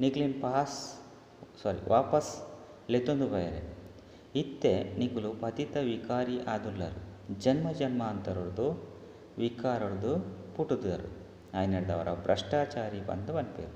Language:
Tulu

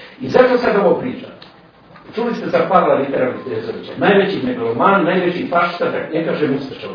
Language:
Serbian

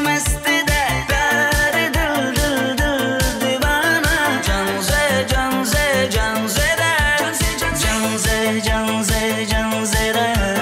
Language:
Kara-Kalpak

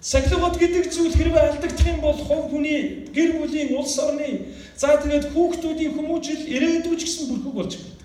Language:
Mongolian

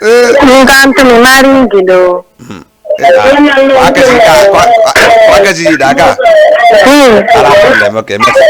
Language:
Fula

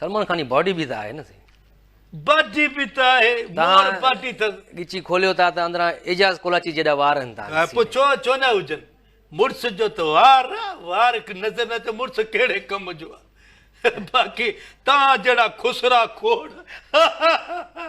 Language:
Sindhi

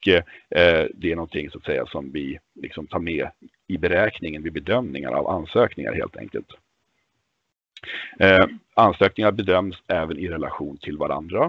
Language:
Swedish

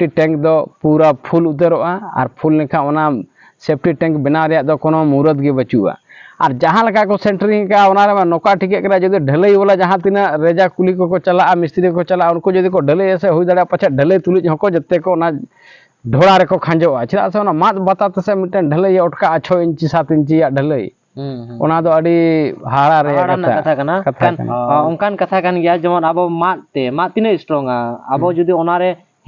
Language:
Santali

